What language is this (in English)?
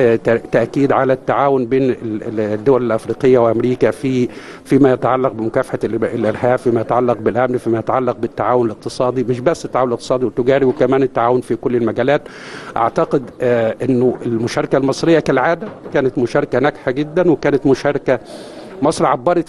Egyptian Arabic